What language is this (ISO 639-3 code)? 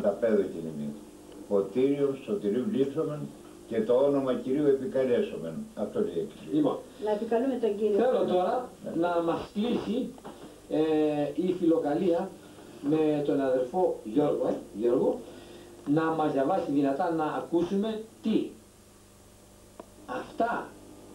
ell